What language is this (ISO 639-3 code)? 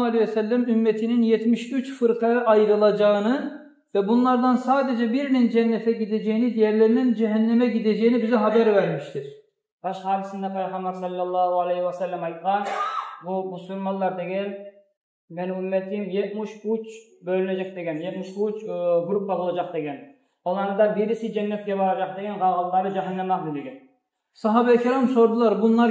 kum